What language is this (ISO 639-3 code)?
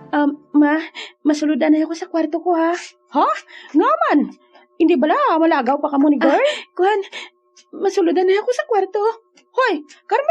hil